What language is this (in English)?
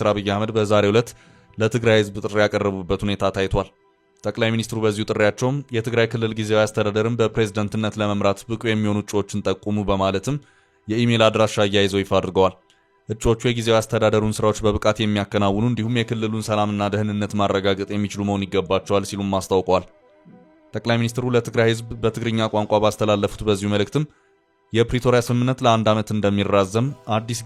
Amharic